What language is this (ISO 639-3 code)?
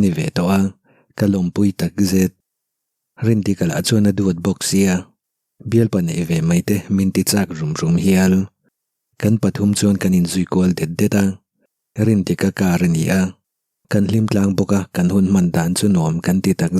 lus